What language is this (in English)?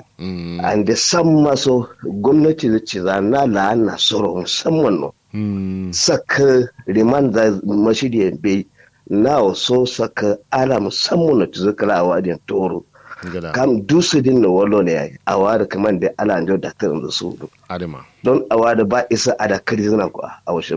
Kanuri